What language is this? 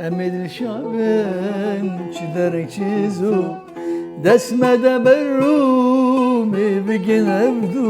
Kurdish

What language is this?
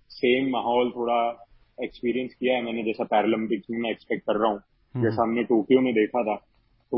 Hindi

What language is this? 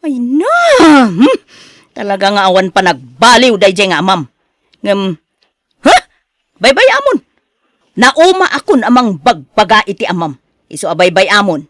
Iloko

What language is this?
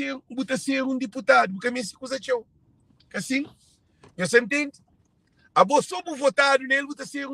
Kabuverdianu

